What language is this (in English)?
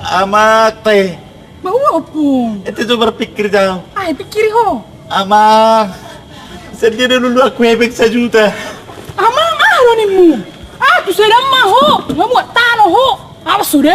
Batak Toba